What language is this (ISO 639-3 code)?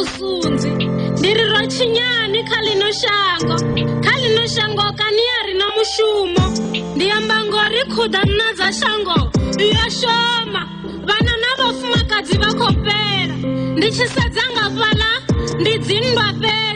ven